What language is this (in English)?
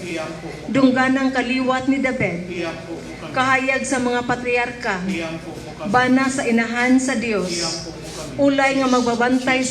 Cebuano